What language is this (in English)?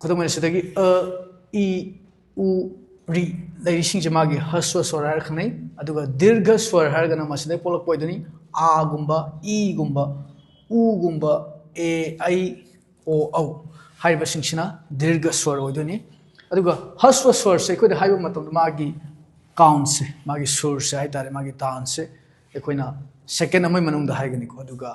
Manipuri